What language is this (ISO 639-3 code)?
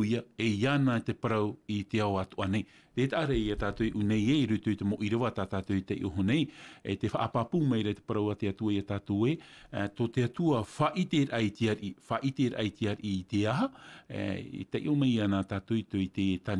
tah